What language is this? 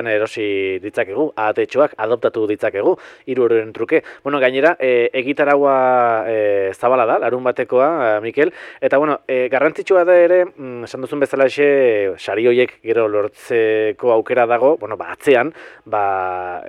Basque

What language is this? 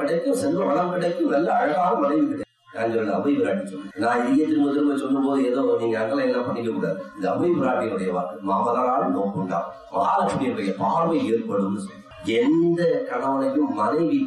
Tamil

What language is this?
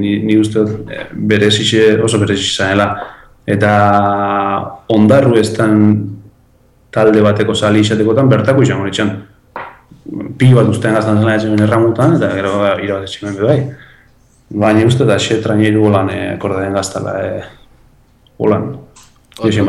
Basque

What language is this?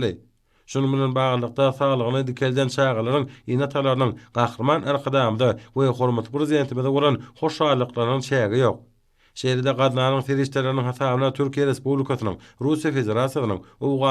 Turkmen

